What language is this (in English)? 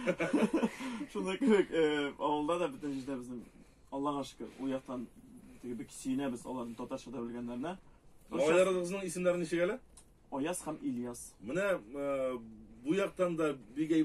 Tatar